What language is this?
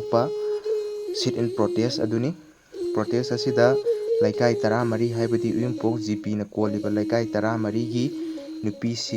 Manipuri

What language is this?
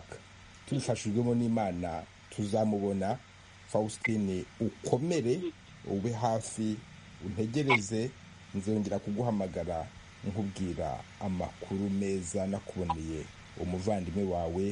Kinyarwanda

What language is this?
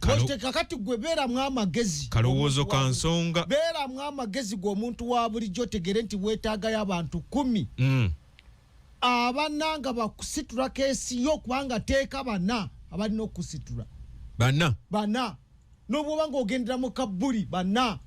Ganda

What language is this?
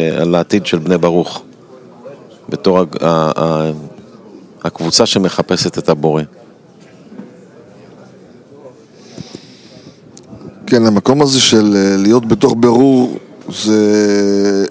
Hebrew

